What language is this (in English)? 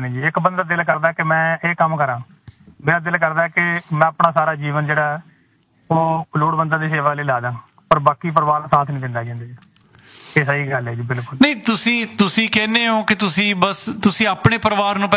Punjabi